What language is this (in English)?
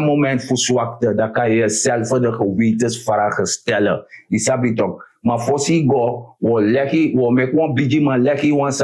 Sranan Tongo